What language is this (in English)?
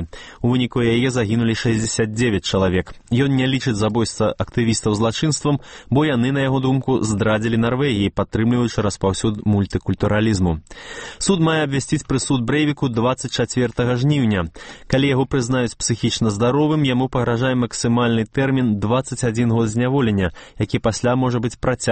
Belarusian